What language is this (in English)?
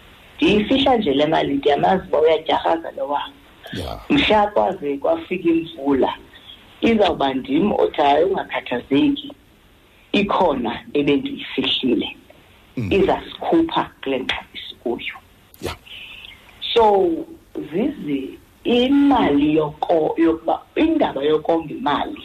Xhosa